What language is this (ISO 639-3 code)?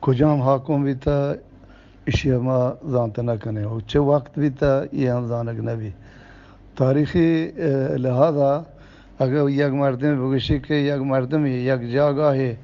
bgp